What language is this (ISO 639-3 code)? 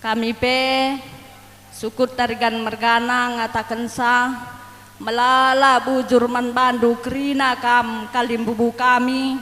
btx